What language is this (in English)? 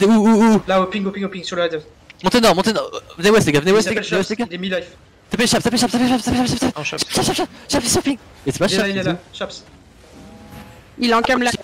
French